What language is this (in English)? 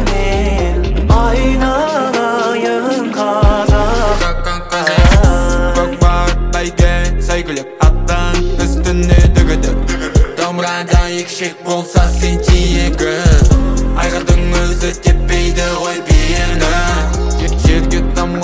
Kazakh